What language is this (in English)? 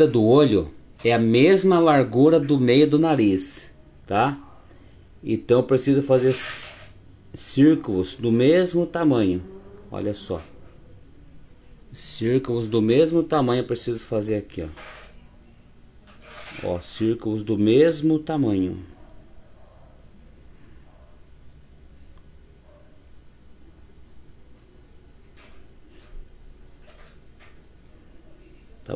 Portuguese